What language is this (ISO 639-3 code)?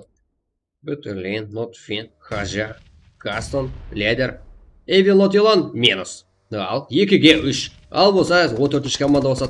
kaa